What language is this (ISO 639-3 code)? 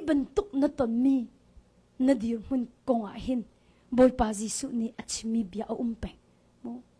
cnh